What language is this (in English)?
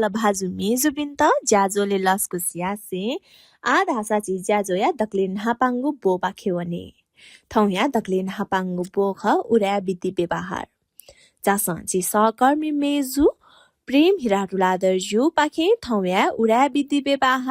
Newari